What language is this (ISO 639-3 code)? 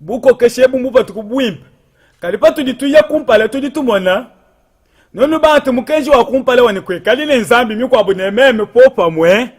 lua